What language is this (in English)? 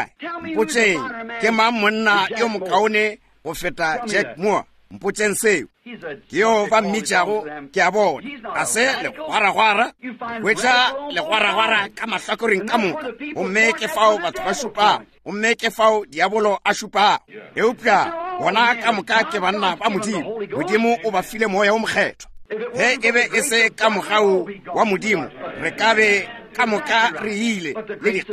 Northern Sotho